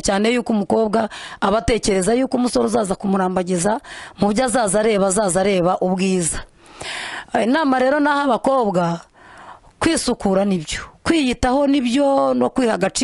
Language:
Kinyarwanda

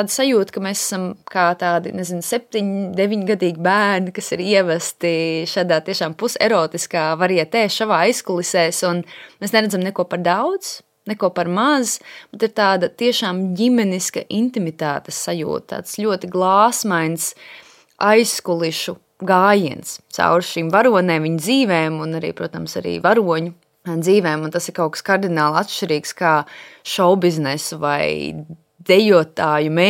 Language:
Latvian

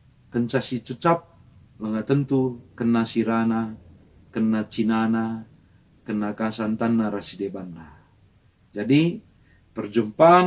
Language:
Batak Karo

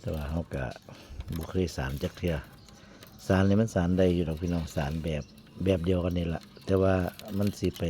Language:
Northeastern Thai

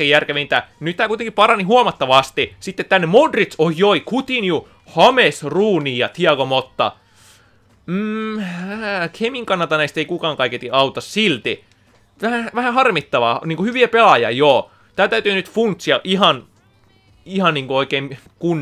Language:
Finnish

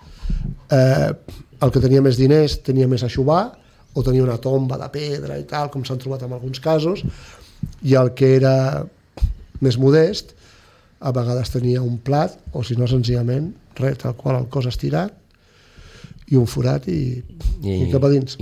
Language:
Catalan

